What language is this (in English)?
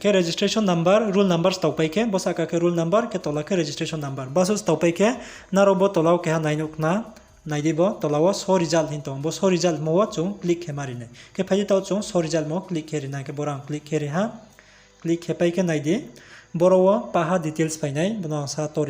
Riang (India)